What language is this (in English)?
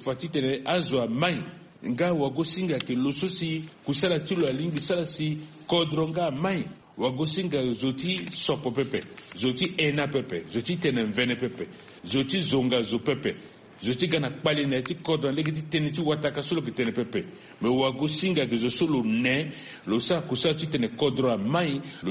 Sango